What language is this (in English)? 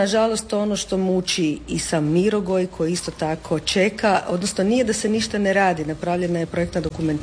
Croatian